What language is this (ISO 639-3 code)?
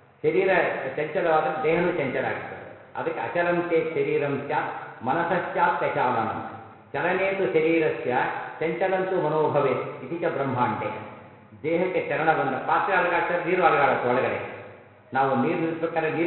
kan